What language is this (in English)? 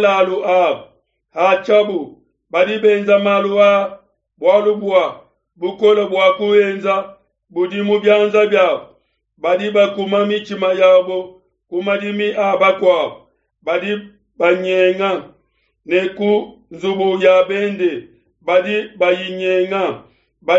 Luba-Lulua